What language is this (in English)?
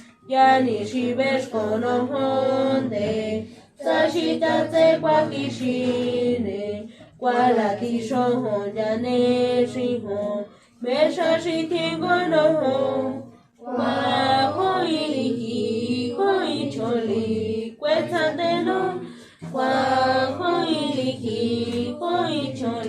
San Jerónimo Tecóatl Mazatec